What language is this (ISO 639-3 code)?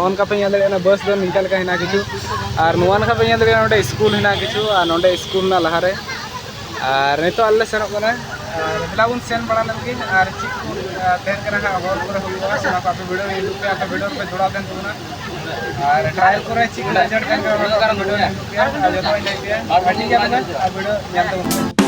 sat